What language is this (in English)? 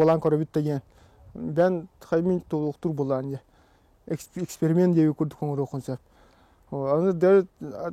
Yakut